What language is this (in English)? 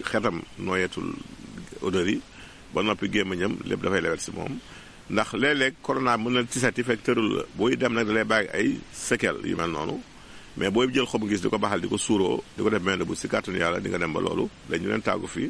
Wolof